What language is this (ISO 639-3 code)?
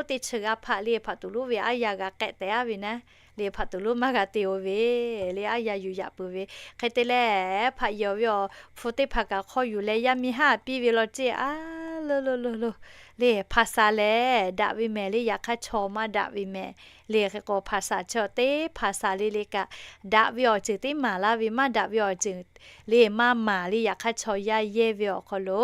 lhu